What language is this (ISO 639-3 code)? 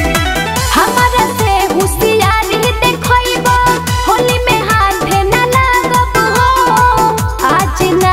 bho